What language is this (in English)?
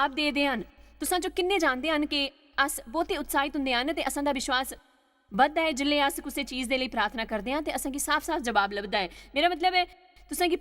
Dogri